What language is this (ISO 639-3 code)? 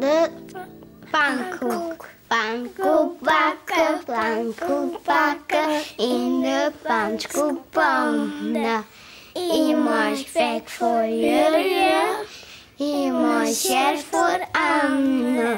fry